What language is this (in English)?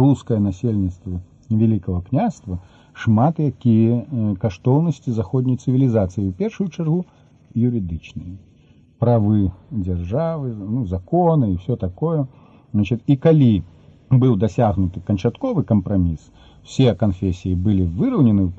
Belarusian